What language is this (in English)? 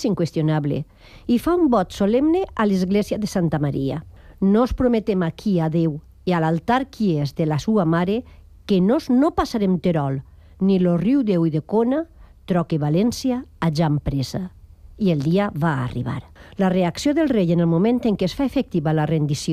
Catalan